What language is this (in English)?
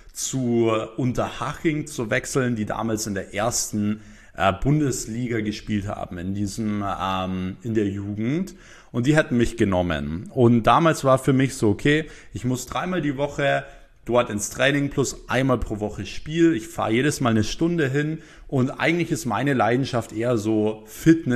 German